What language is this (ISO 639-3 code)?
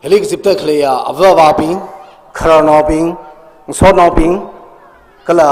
nmf